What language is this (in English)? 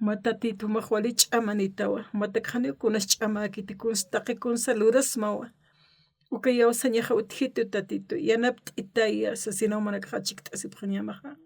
Aymara